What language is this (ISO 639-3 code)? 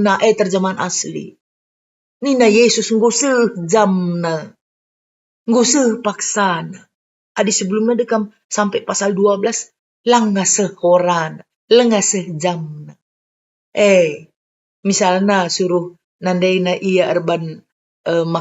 btx